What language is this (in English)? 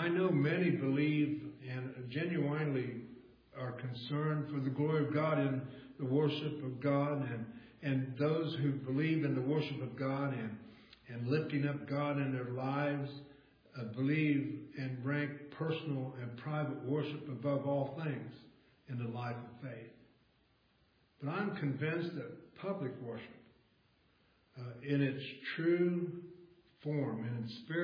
English